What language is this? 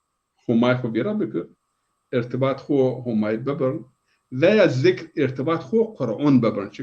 Zaza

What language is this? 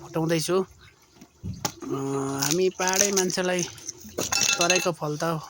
Nepali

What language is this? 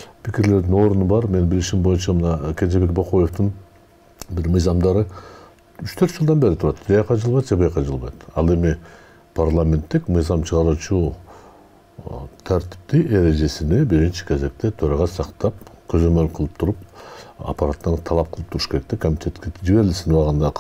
Kyrgyz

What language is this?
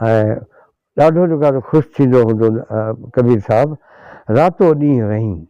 Sindhi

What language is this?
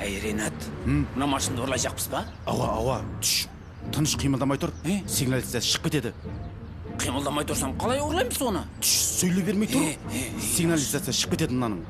Kara-Kalpak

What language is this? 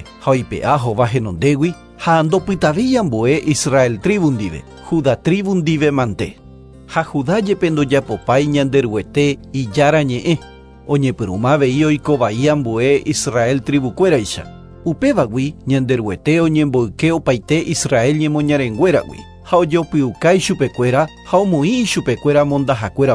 Guarani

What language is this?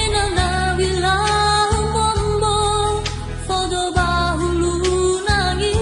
Nias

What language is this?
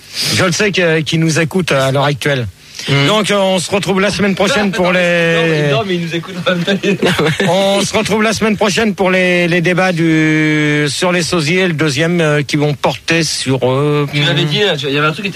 French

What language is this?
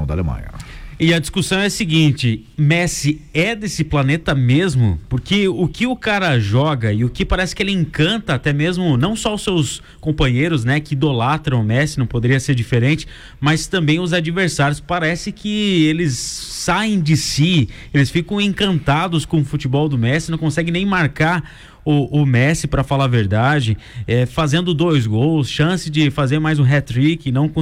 Portuguese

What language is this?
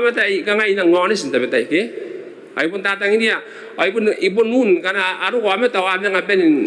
Gilbertese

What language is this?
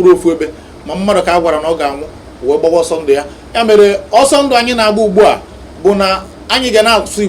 Igbo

